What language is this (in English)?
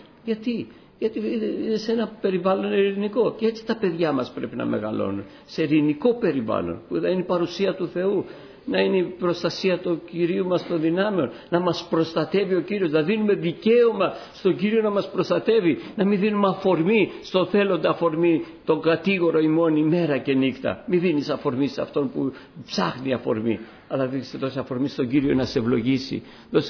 Greek